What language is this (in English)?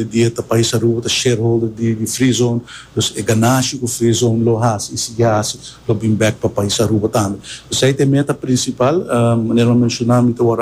Papiamento